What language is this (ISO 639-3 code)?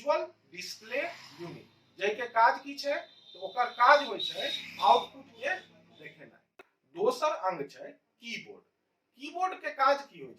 mai